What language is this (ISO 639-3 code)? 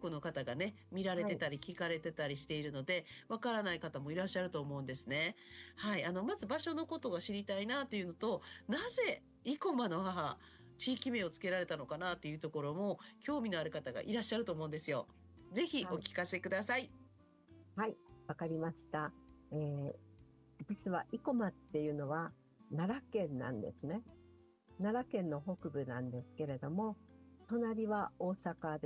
jpn